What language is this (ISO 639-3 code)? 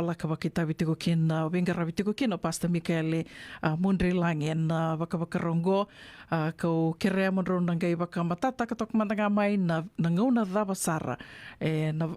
fij